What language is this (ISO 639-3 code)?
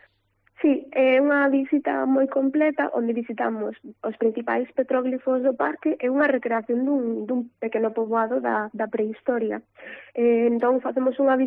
glg